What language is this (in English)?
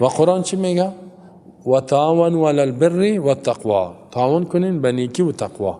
Persian